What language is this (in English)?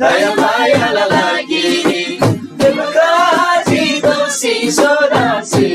Eastern Tamang